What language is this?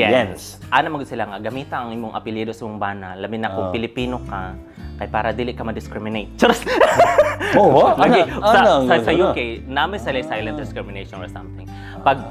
Cebuano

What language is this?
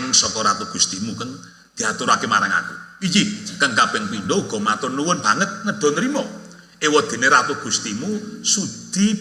Javanese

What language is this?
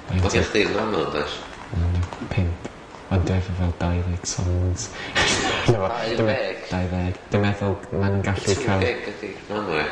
Welsh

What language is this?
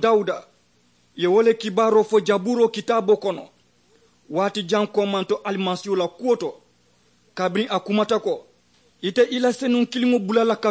Mandingo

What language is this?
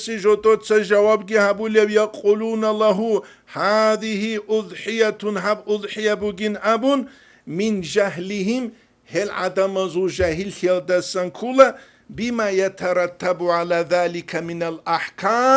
Avaric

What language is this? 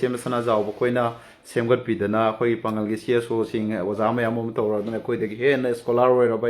Manipuri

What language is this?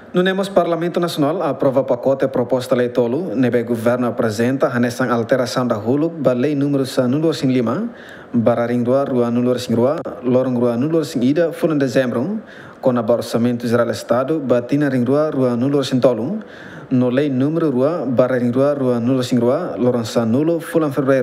Tetum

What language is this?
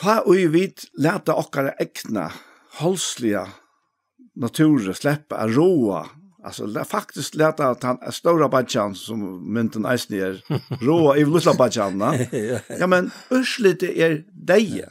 Faroese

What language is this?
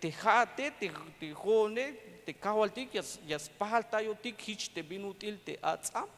Tzeltal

